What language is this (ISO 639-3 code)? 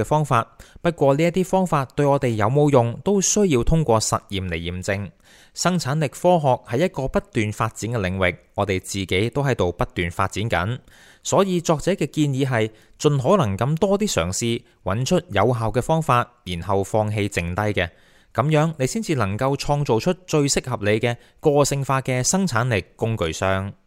yue